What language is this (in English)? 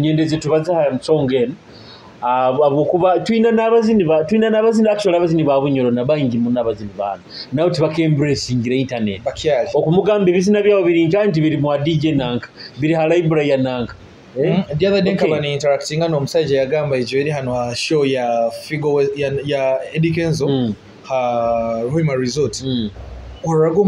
Nyoro